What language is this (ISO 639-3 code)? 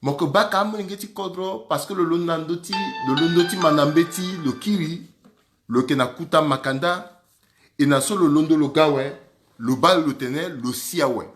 sag